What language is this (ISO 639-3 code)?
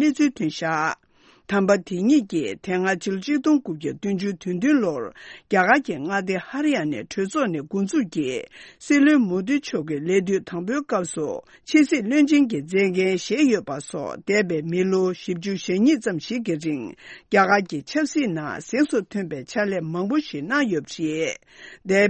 bod